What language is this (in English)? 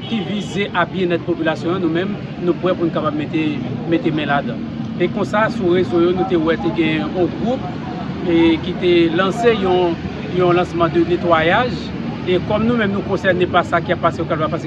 Haitian Creole